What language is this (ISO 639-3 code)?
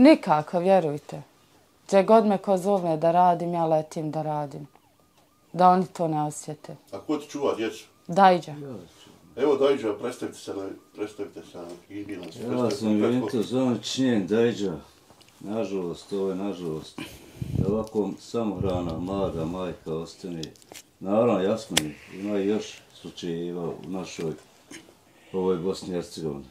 bos